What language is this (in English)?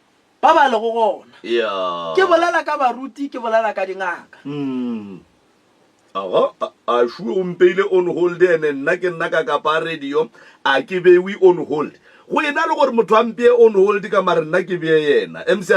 Northern Sotho